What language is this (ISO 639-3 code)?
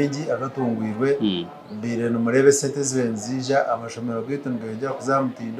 nyn